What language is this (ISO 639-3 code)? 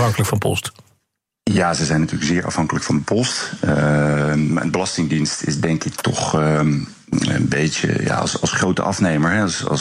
nld